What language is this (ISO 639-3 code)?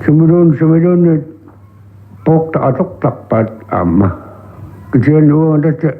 kal